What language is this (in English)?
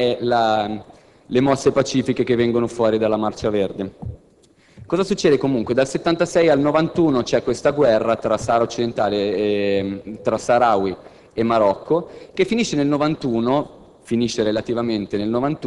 Italian